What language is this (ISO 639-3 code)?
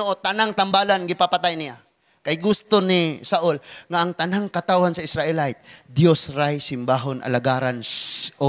ceb